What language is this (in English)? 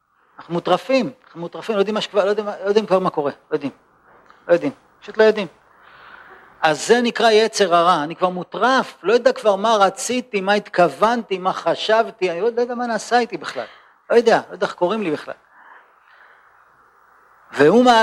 Hebrew